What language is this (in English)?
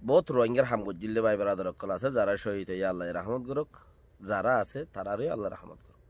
Rohingya